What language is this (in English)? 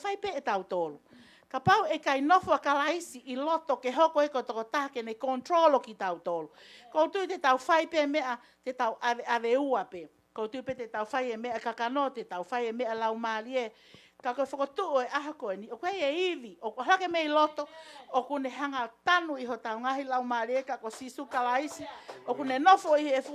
Tongan